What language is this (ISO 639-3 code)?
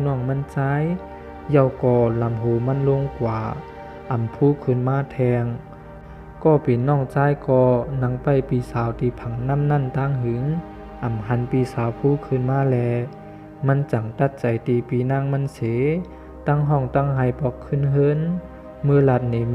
shn